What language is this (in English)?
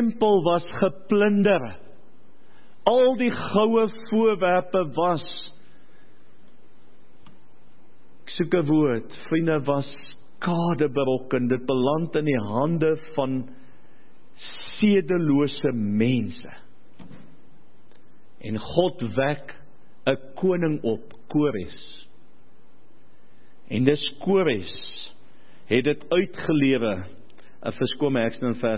Afrikaans